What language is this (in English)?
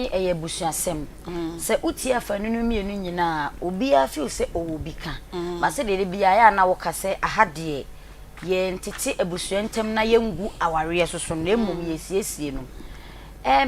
Akan